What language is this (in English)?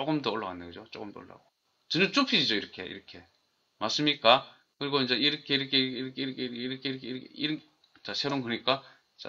Korean